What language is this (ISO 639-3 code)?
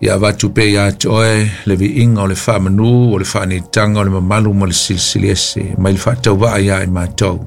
smo